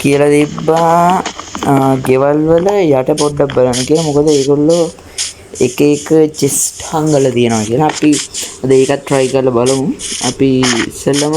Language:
Sinhala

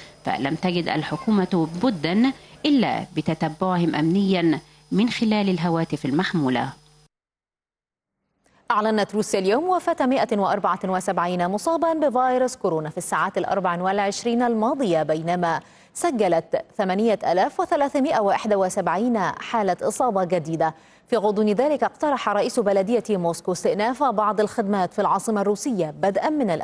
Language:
Arabic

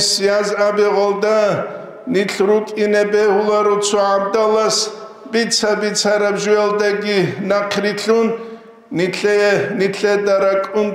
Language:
Avaric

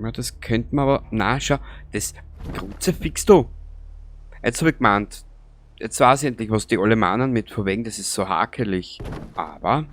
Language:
Bavarian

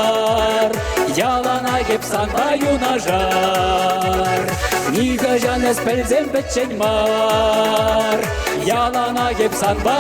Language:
Chuvash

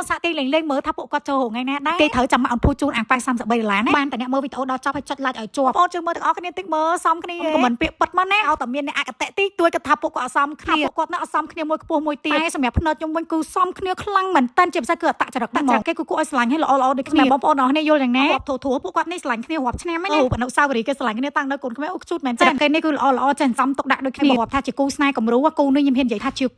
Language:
Khmer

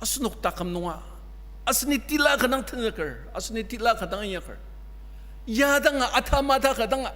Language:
Ao Naga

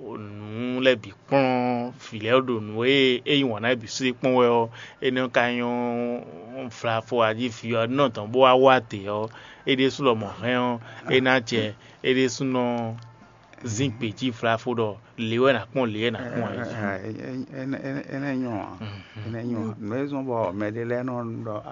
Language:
Fon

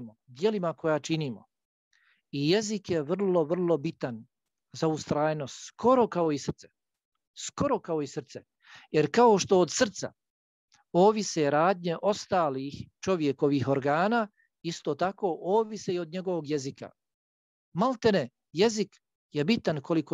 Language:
Bosnian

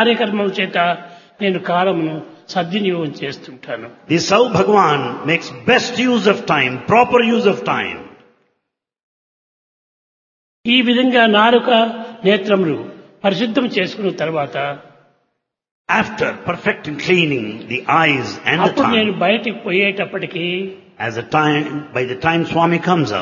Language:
Telugu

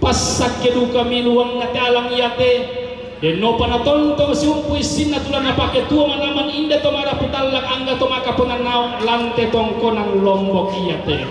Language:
Toraja-Sa'dan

